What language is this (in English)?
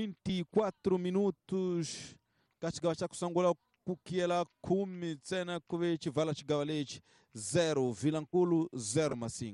Tsonga